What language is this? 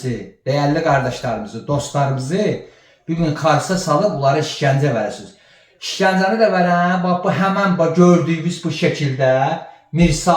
Azerbaijani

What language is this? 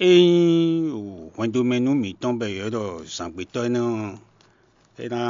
Fon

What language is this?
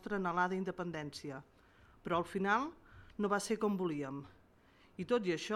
Catalan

